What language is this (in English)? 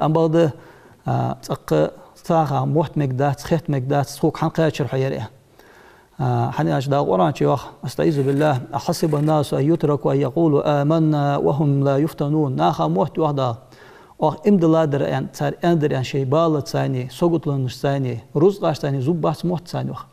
Ingush